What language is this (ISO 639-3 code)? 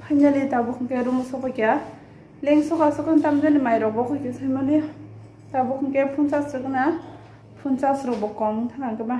trp